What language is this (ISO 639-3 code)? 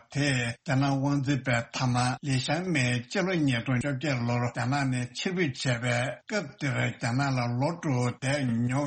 bod